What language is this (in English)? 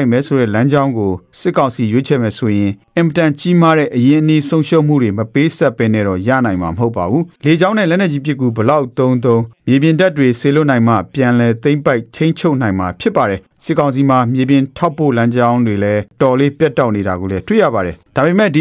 Burmese